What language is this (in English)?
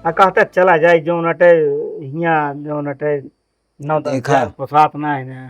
Awadhi